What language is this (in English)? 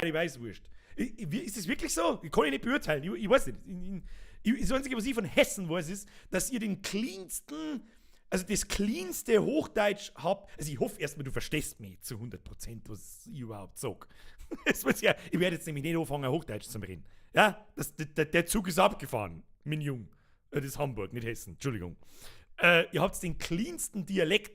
Bavarian